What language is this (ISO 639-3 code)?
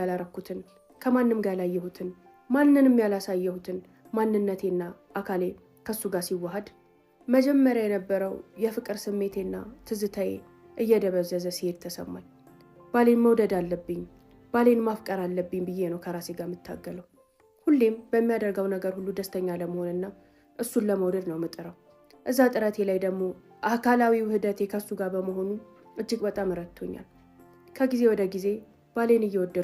amh